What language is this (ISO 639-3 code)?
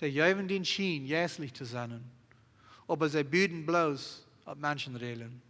pdt